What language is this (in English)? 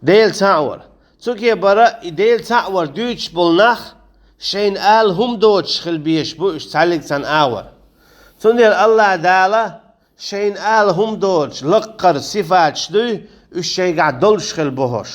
Chechen